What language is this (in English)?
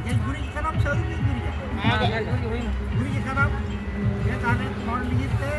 Santali